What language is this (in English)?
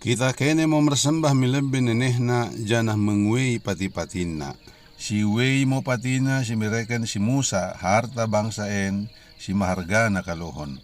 Batak Dairi